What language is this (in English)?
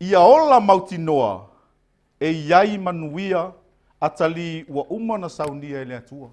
Samoan